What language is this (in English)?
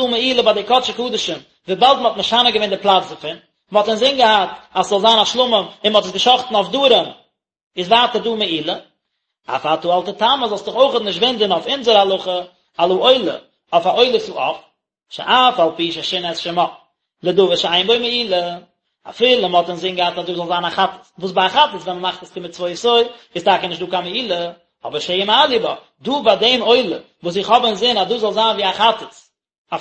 Yiddish